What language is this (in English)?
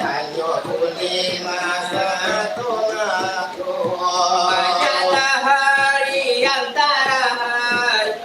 Minangkabau